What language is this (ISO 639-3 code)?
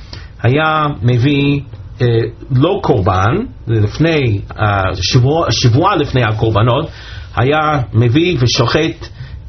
heb